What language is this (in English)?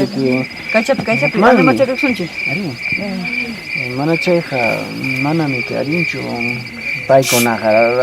Quechua